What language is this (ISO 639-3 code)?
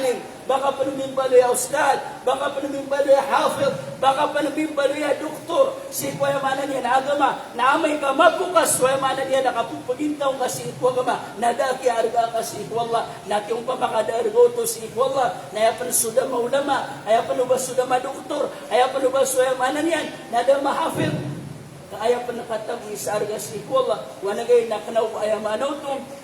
mrw